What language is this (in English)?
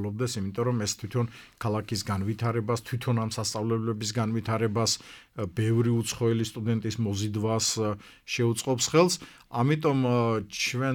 Georgian